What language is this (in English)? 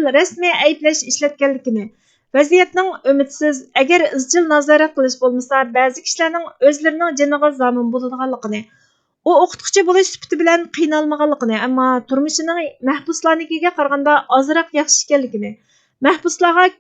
Uyghur